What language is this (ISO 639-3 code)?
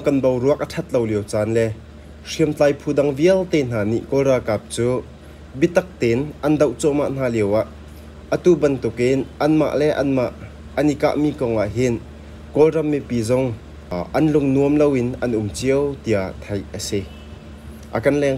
cnh